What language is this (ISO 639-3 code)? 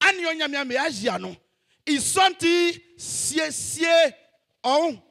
bci